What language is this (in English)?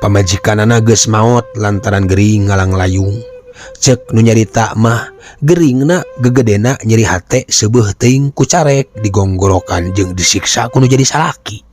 Sundanese